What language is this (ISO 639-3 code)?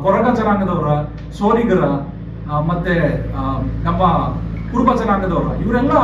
kan